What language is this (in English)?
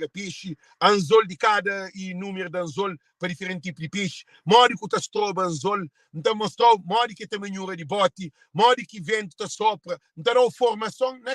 Kabuverdianu